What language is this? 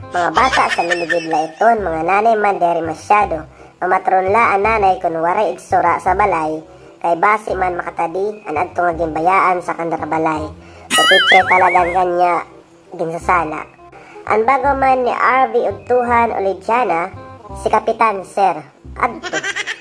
Waray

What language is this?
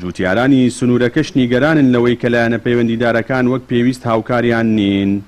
Central Kurdish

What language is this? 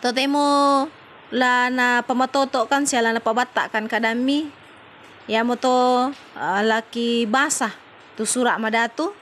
Toraja-Sa'dan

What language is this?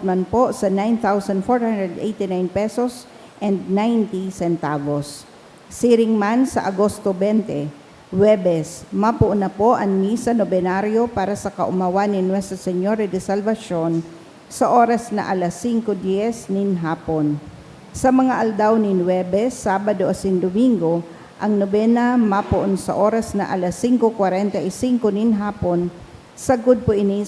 Bikol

